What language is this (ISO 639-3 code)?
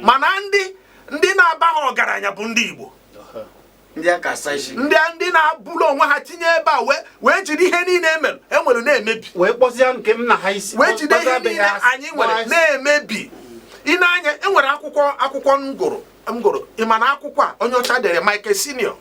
ibo